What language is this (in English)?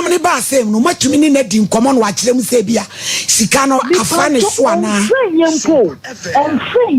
Akan